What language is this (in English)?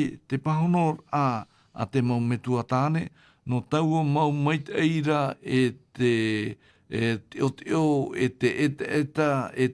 Tahitian